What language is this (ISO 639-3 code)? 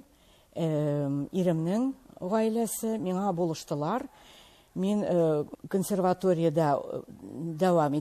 tat